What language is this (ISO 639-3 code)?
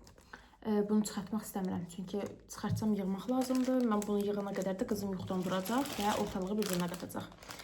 aze